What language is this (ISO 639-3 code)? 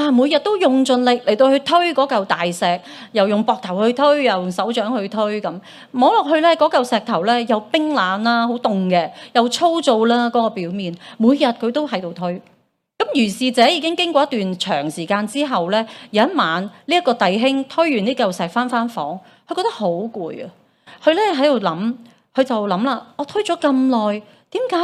yue